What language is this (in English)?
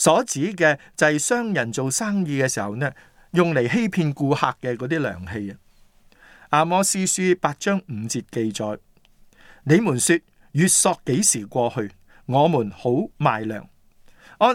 Cantonese